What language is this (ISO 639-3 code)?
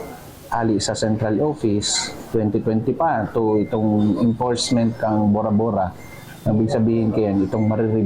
bik